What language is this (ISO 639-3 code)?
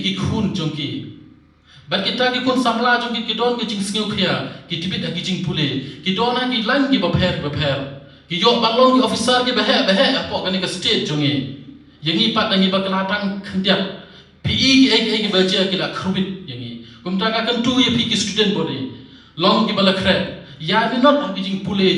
kha